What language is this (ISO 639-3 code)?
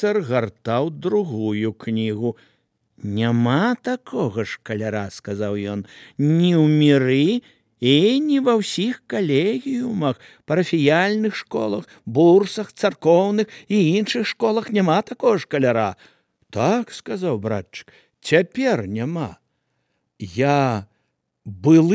bel